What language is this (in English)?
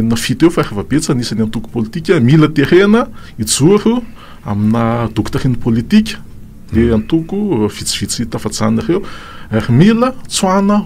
Malagasy